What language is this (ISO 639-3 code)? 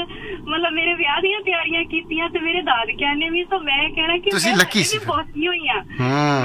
pan